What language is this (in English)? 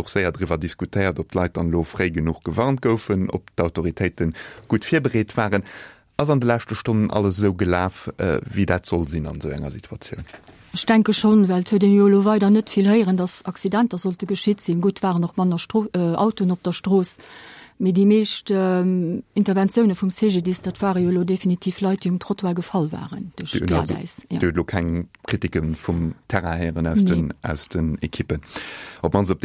Luxembourgish